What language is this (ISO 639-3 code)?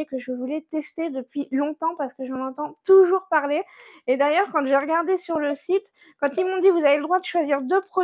fra